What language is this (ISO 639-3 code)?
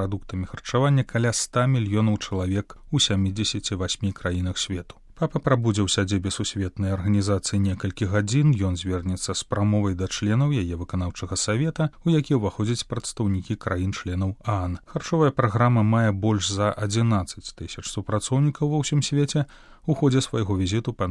bel